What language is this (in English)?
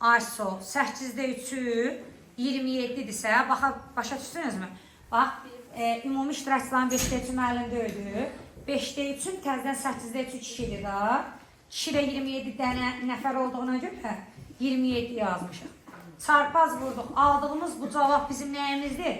Azerbaijani